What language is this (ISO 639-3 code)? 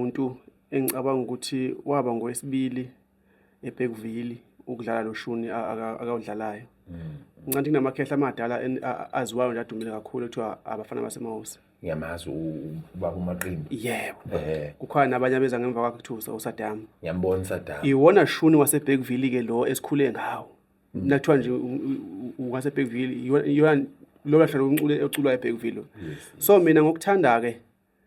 zul